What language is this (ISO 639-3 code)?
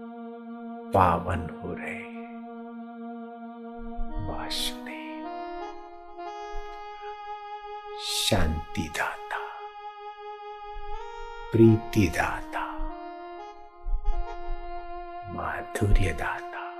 hin